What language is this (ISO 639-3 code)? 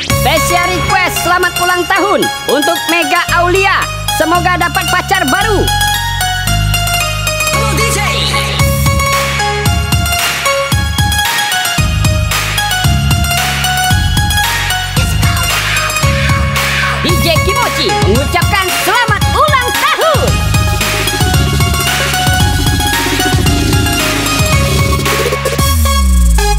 ind